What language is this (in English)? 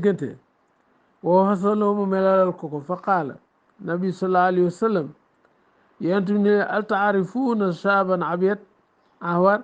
Wolof